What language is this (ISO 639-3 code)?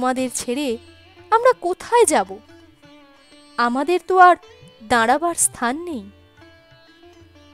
ben